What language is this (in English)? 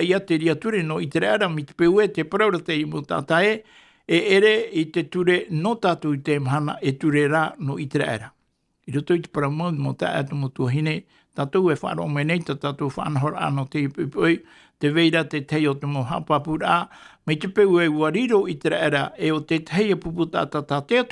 Tahitian